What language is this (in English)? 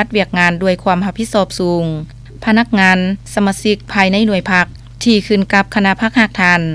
Lao